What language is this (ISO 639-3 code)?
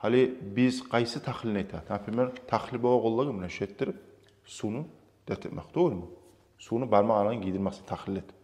kum